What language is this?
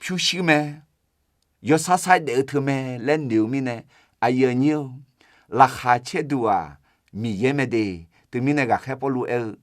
Akha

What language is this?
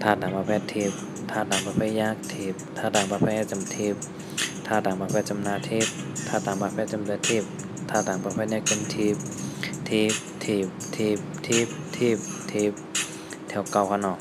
Shan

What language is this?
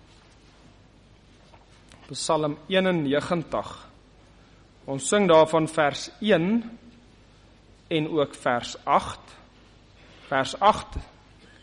Afrikaans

